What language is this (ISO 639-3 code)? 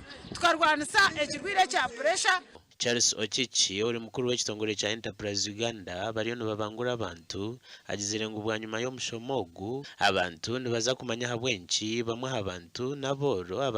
nyn